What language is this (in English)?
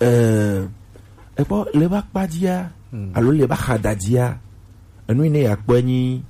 Gen